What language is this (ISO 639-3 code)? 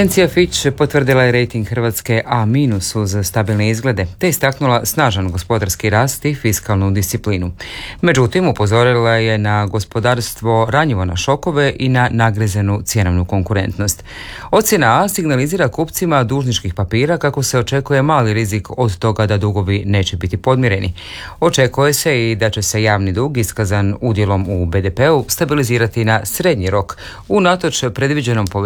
hrv